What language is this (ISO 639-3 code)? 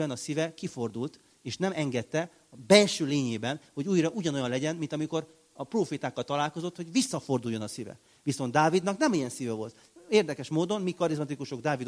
hun